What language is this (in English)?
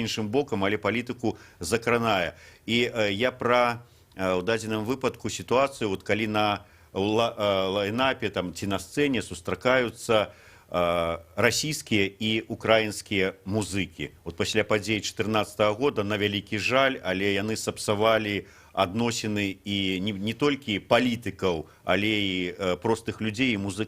Belarusian